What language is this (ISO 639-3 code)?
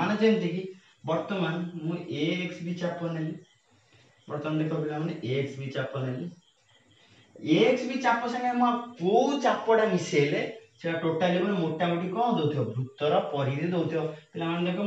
ori